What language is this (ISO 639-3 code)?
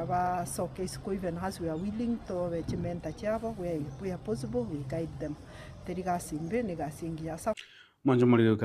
guz